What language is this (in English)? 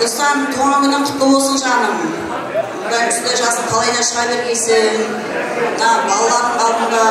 Kara-Kalpak